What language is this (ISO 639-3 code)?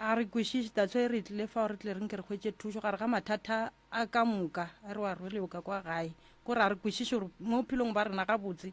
nso